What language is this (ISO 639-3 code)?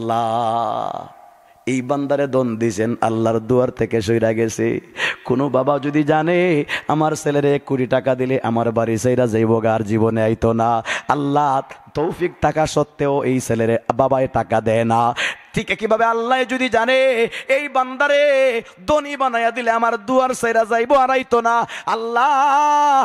syl